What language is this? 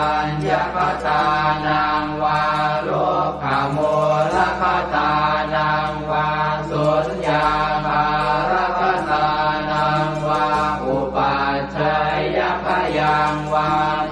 Pali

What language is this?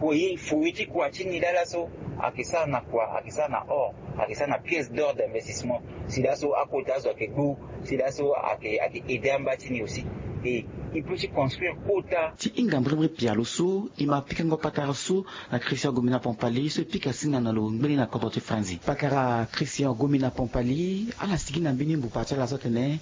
Sango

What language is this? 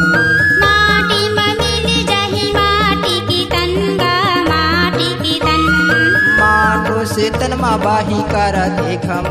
Chhattisgarhi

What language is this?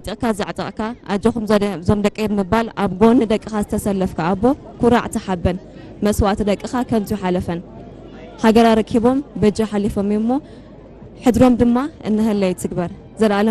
Tigrinya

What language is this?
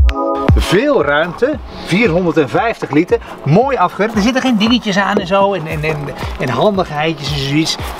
Dutch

